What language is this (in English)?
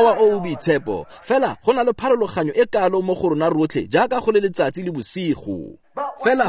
Tswana